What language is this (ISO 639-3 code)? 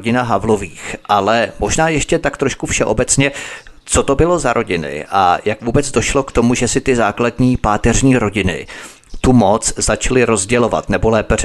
ces